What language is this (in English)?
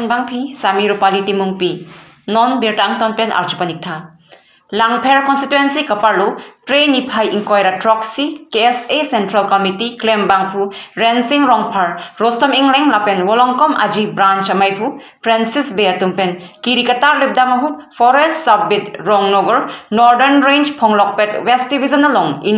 Karbi